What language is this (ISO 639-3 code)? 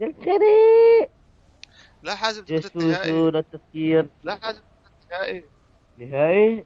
apc